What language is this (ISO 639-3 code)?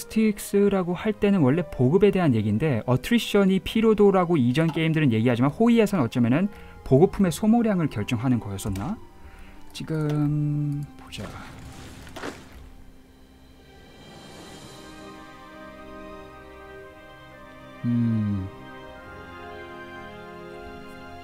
kor